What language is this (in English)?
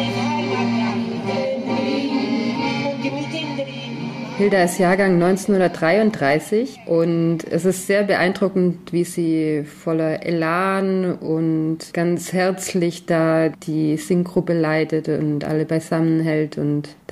German